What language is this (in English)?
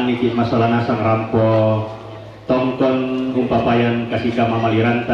Toraja-Sa'dan